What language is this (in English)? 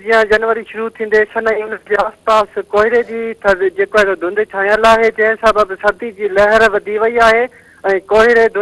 Sindhi